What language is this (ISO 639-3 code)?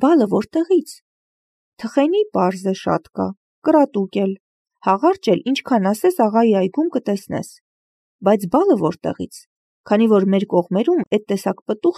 hye